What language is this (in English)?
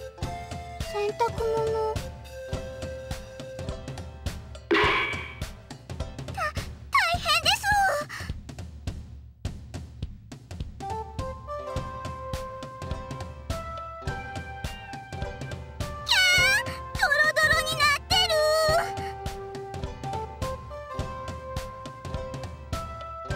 Japanese